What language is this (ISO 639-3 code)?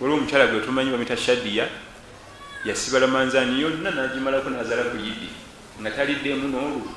lug